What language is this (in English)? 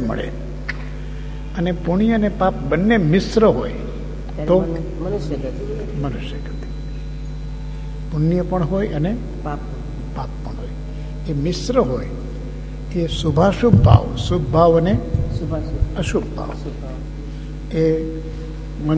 Gujarati